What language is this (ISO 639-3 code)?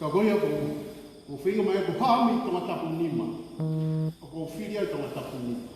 ton